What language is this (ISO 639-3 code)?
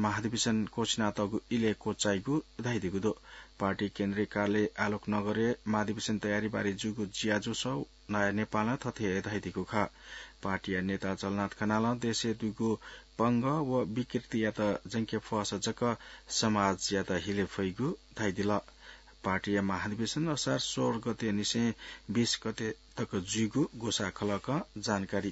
new